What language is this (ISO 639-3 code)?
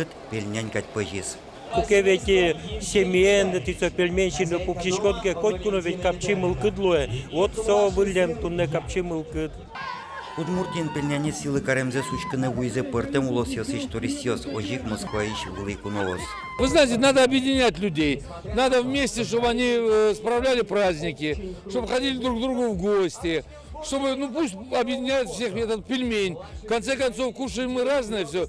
udm